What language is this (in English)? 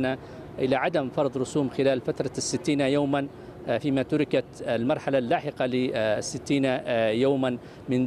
Arabic